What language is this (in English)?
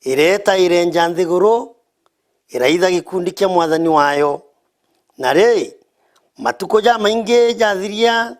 Meru